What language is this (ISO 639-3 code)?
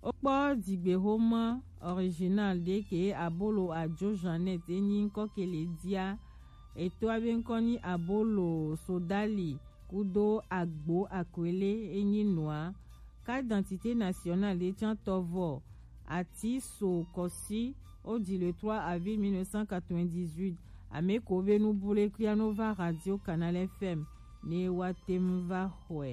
gej